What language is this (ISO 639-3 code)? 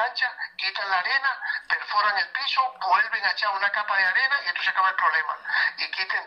spa